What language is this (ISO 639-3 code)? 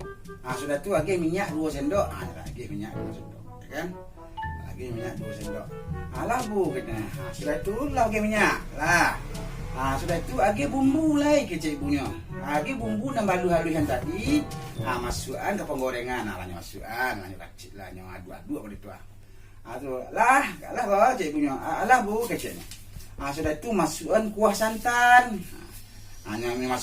min